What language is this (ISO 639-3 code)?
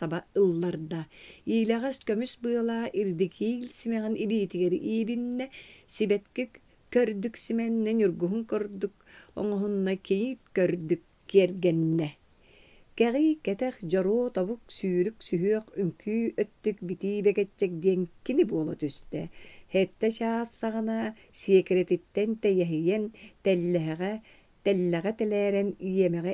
sah